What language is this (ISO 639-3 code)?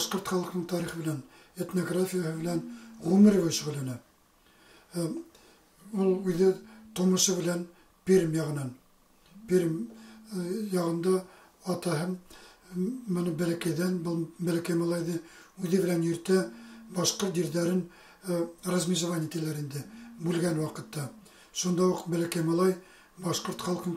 bak